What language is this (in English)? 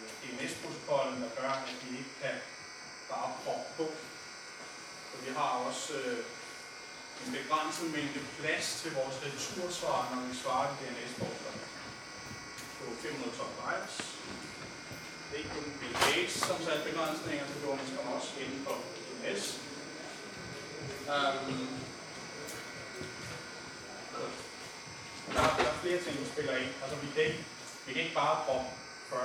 Danish